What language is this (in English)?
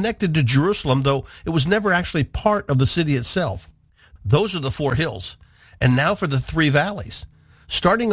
English